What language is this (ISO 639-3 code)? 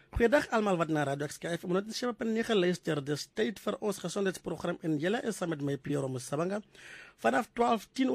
afr